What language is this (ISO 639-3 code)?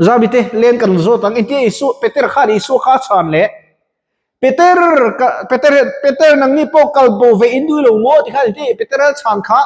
lus